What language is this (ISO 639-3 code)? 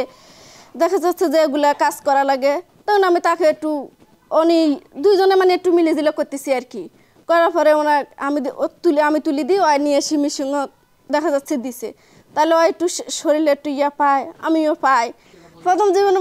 ben